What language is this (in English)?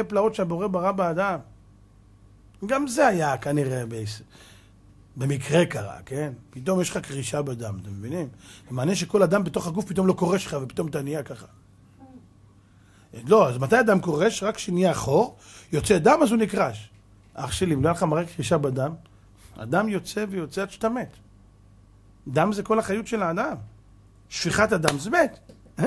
Hebrew